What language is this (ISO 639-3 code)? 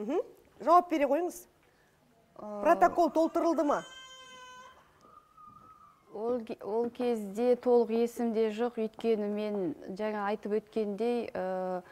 kaz